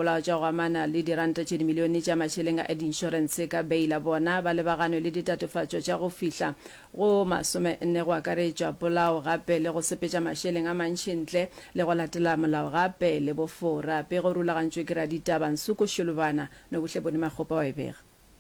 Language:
Northern Sotho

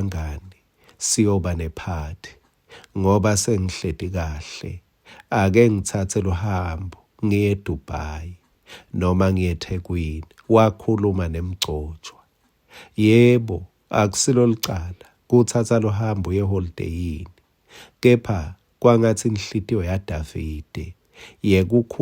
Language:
Swati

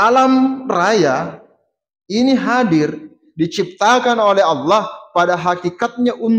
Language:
Buginese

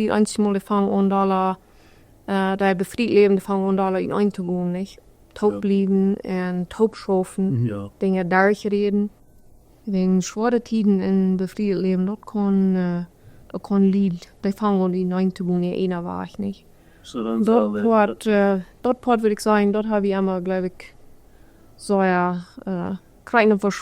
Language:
Plautdietsch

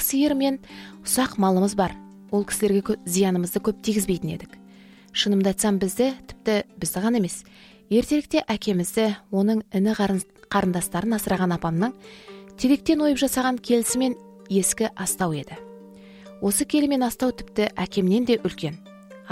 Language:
Kazakh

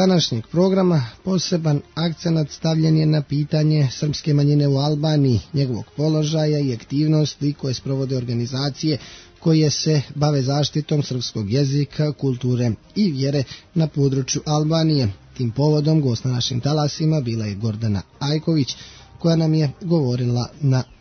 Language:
Serbian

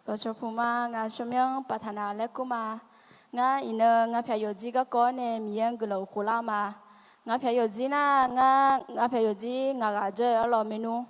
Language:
Akha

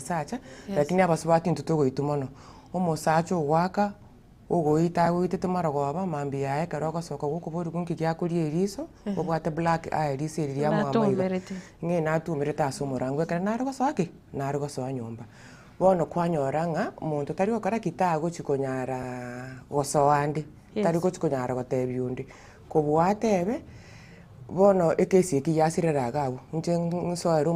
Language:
Gusii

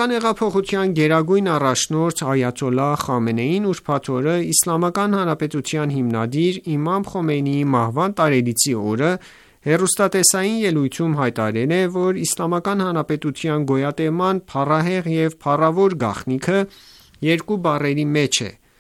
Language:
Armenian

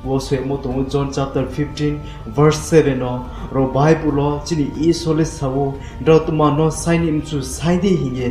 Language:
Riang (India)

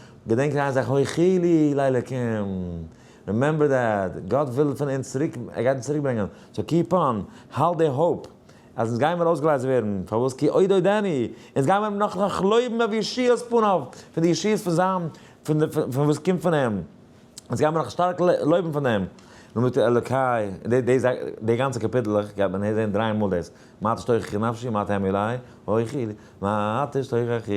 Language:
Yiddish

